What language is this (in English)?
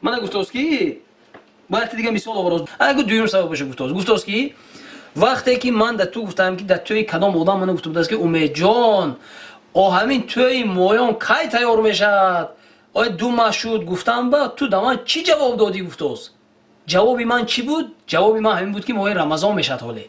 Tajik